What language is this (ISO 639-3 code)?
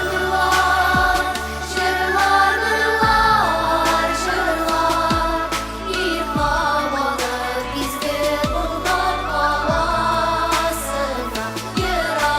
tat